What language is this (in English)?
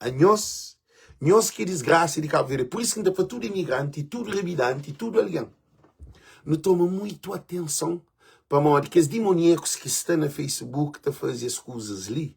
Kabuverdianu